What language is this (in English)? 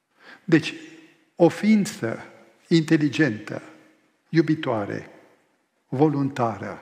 Romanian